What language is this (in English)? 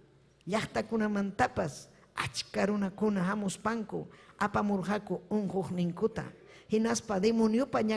Ayacucho Quechua